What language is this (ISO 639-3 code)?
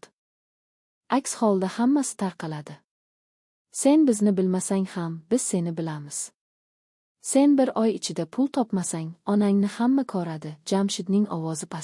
uzb